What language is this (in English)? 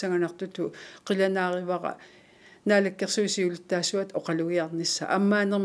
Kalaallisut